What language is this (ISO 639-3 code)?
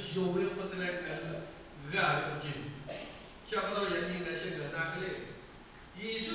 lhu